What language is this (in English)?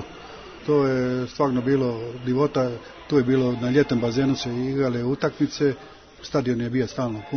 Croatian